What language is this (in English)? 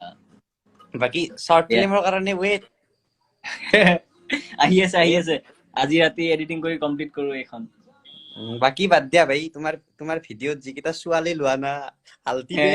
Assamese